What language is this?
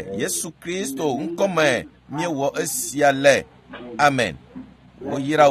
Ewe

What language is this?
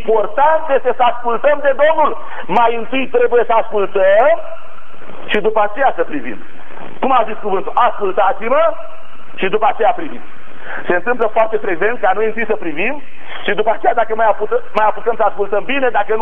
Romanian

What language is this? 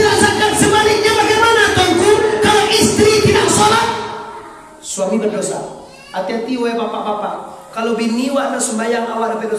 Minangkabau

